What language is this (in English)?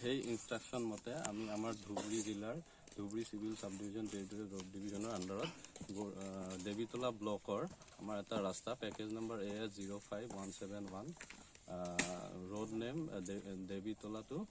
Assamese